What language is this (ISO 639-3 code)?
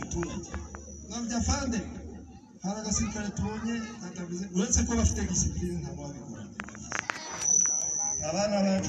kin